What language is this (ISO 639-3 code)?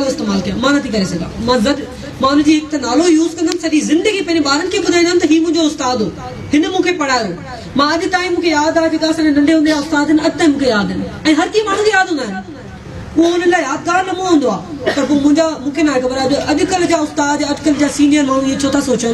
snd